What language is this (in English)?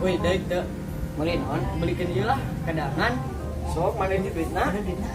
Sundanese